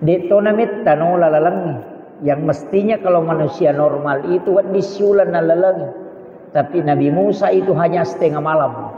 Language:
Buginese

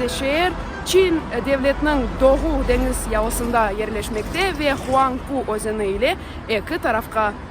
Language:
Crimean Tatar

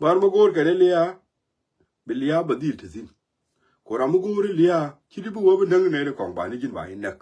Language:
Nuer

